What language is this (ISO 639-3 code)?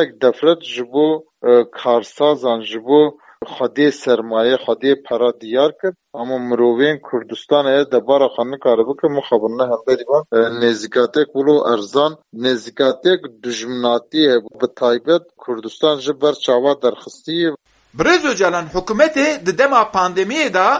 kur